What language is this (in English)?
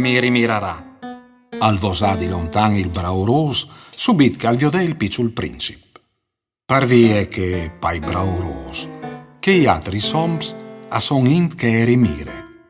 Friulian